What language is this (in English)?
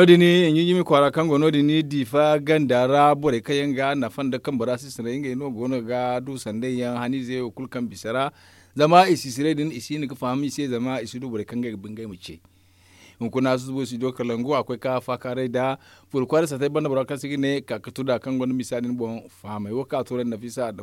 Zarma